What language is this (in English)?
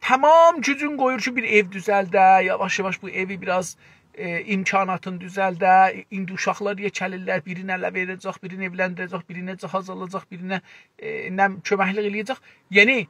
South Azerbaijani